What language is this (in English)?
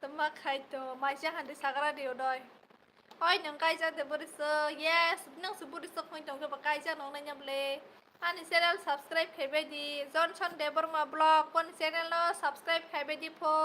Kok Borok